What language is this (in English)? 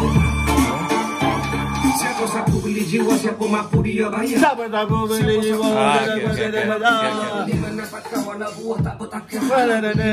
Malay